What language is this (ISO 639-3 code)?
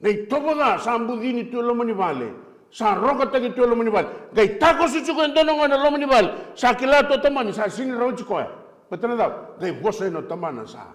fij